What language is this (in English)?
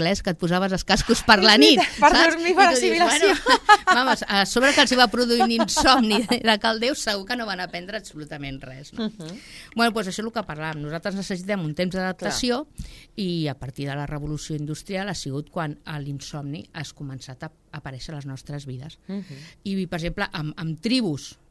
Catalan